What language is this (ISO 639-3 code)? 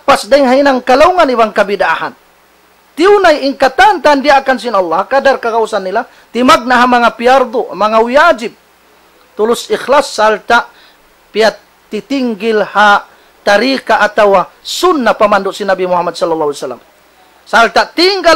tsg